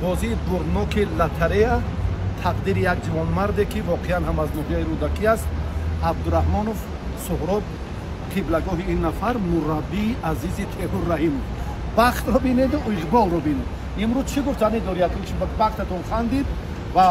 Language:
Tajik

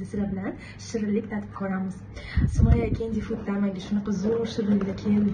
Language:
Uzbek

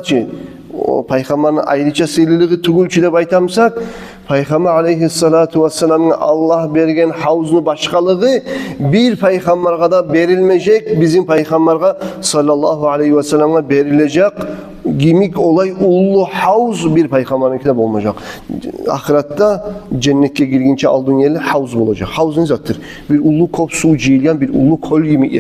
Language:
Kumyk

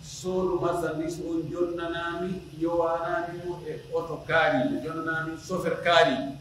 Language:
Pular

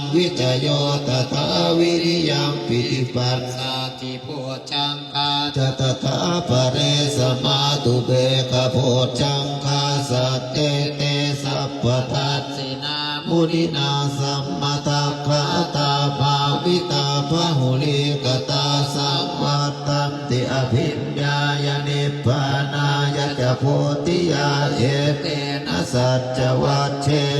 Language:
Pali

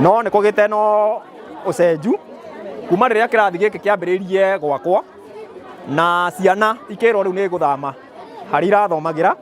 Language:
Kikuyu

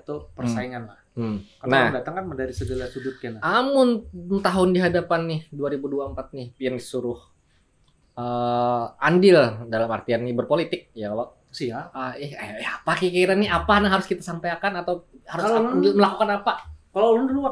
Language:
Banjar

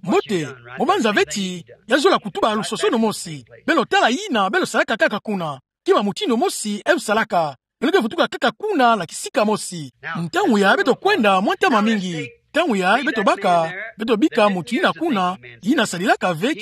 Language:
Kituba (Democratic Republic of Congo)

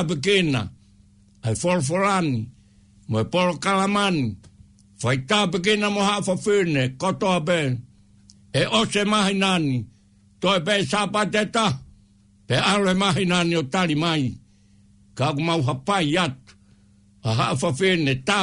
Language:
Tongan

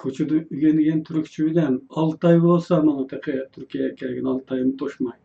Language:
Uyghur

